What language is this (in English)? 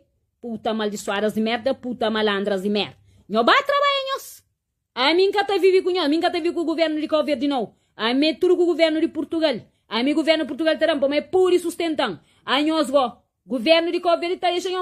Kabuverdianu